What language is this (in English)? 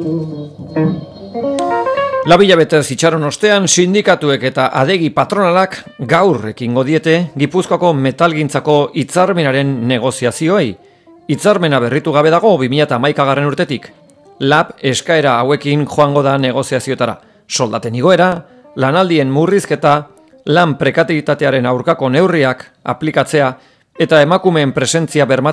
Basque